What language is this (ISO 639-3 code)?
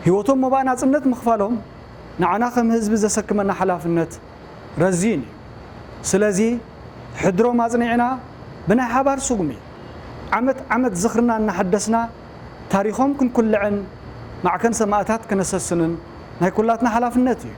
tir